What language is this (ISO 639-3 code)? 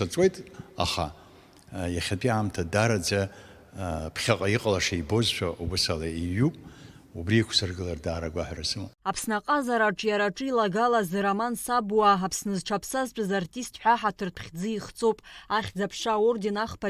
abk